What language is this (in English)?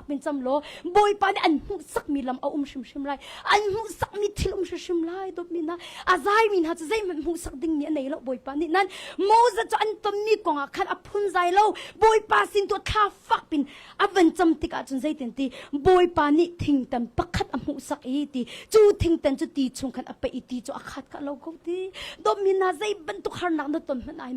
Hakha Chin